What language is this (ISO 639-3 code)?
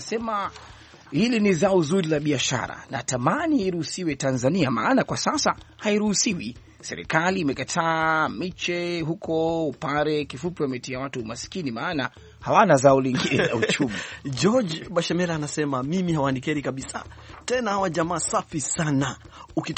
swa